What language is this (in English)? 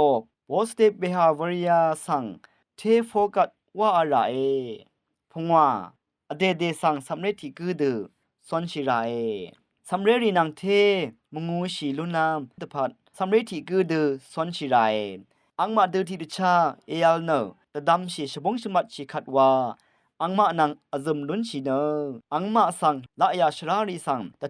Rawang